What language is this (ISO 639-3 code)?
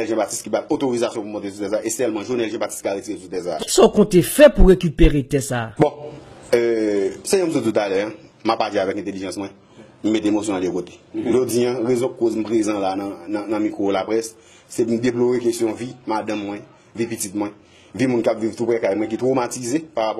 hat